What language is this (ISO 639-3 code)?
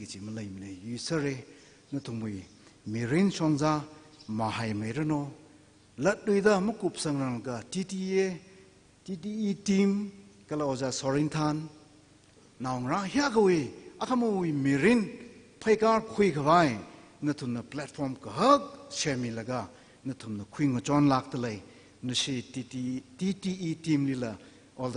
nmf